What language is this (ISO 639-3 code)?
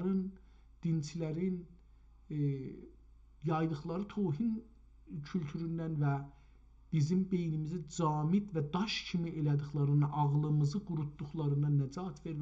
azb